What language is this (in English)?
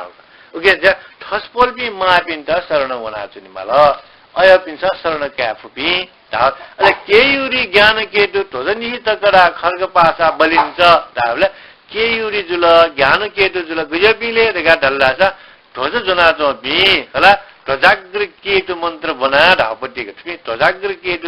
Newari